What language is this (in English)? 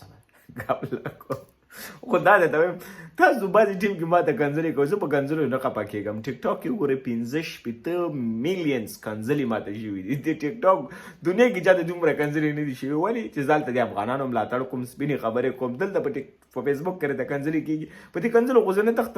Pashto